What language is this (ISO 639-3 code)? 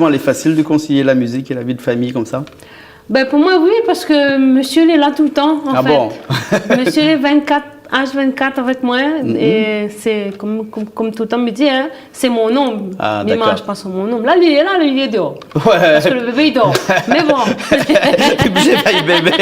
rcf